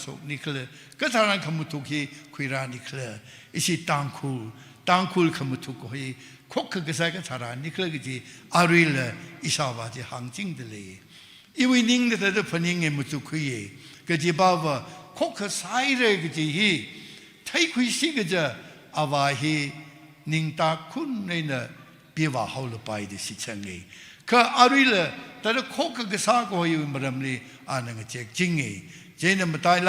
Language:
Tangkhul Naga (India)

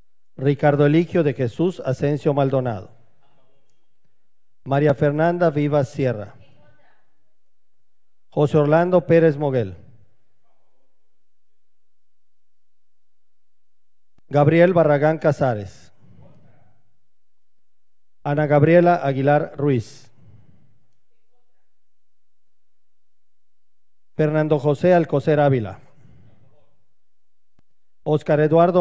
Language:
Spanish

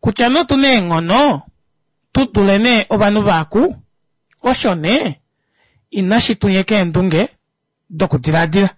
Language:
Kuanyama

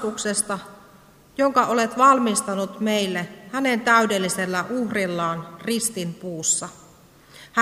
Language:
Finnish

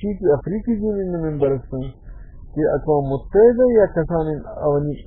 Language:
Baluchi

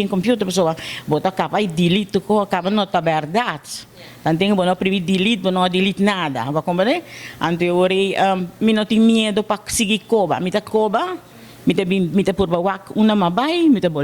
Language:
Papiamento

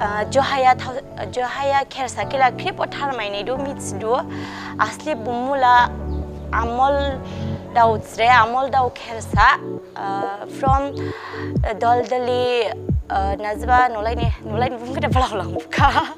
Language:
Dimasa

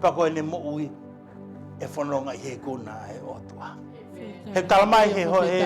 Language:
Tongan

